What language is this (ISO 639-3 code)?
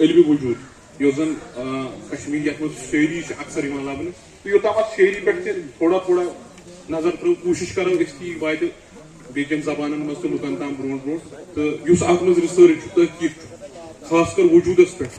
kas